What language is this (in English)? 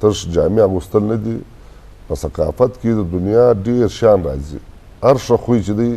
Eastern Balochi